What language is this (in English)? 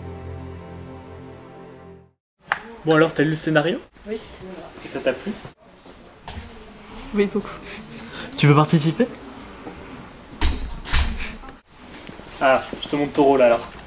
French